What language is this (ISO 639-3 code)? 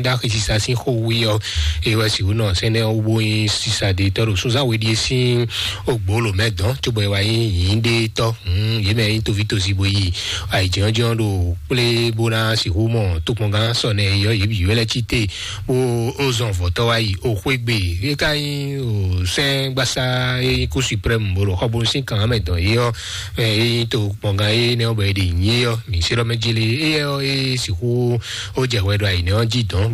fon